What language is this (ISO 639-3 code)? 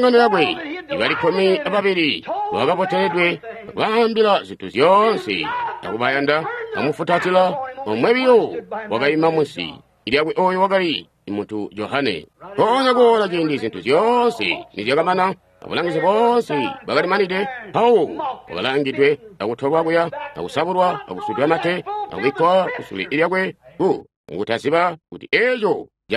toi